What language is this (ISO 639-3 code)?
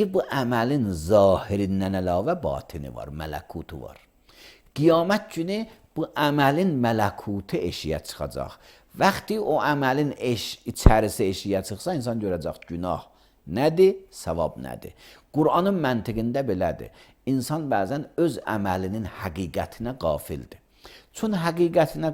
aze